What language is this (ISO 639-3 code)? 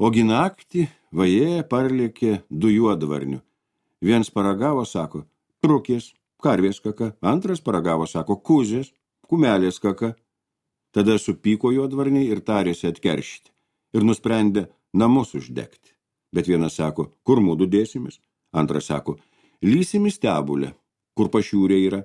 lit